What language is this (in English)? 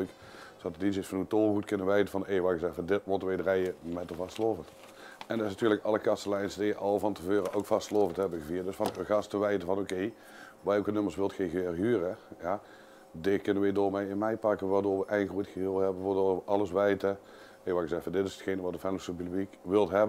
Limburgish